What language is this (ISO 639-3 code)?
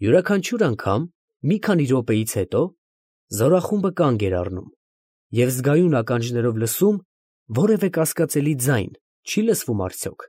hye